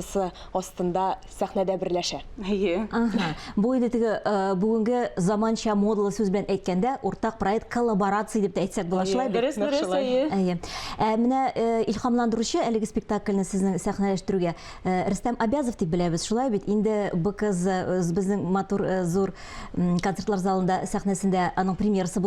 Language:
Tatar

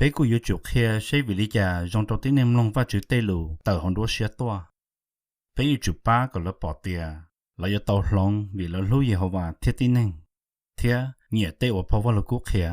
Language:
Hmong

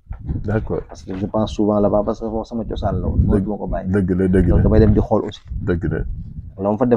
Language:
Wolof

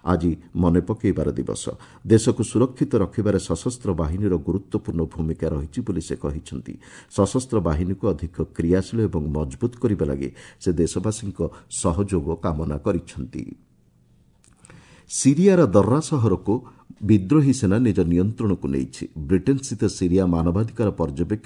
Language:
Odia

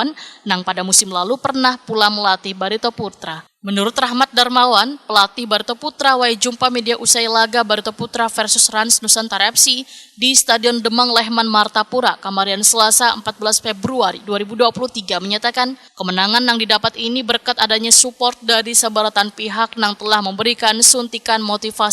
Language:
Banjar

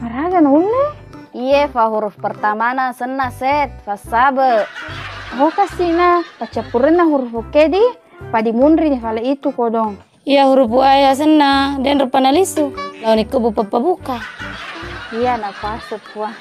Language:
Buginese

